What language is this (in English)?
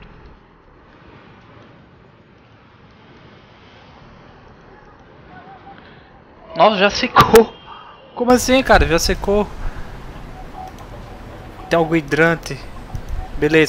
Portuguese